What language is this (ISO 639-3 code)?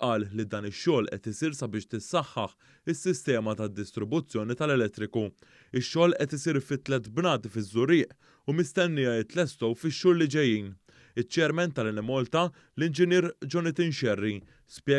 mlt